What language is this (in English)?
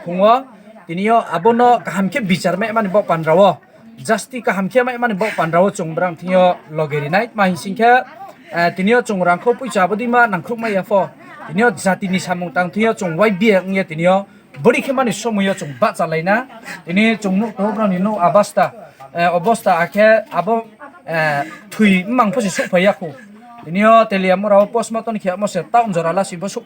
Riang (India)